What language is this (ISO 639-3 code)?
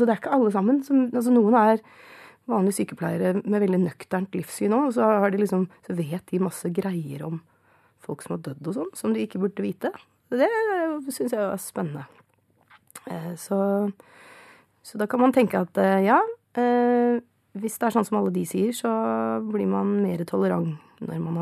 nor